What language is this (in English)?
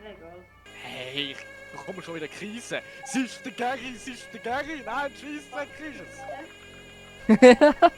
Swiss German